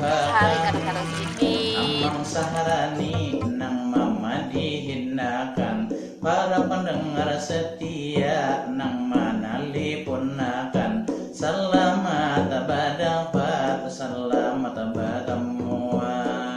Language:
Banjar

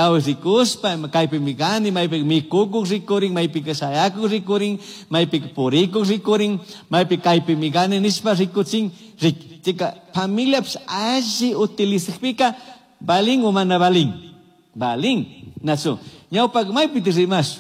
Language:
Chimborazo Highland Quichua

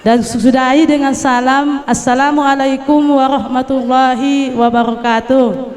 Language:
Batak Karo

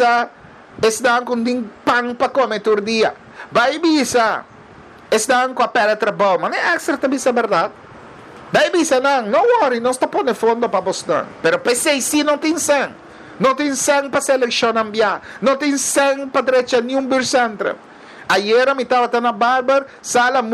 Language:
Papiamento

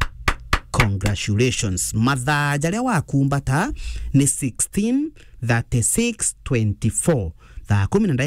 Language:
Meru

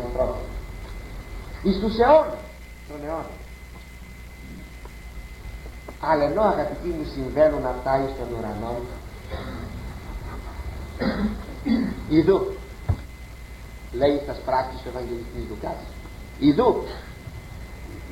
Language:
Greek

